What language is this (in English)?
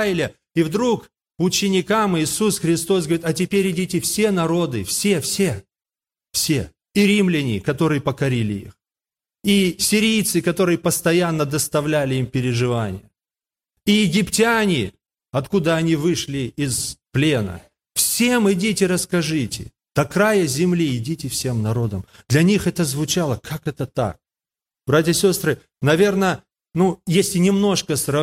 Russian